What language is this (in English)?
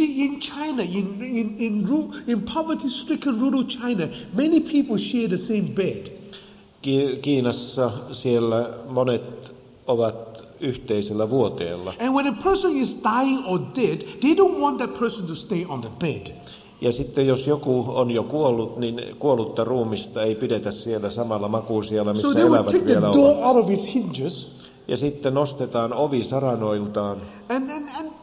Finnish